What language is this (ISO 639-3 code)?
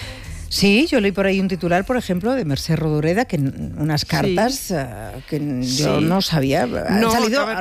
spa